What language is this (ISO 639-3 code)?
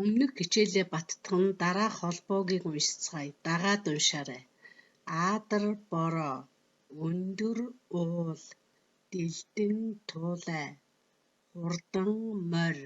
mon